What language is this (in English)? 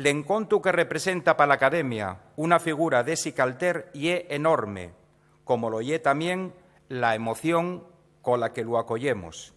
Asturian